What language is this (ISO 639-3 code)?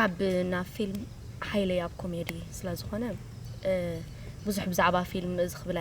tir